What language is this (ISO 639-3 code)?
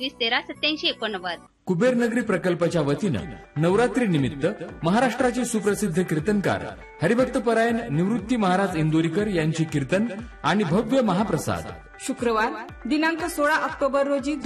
mar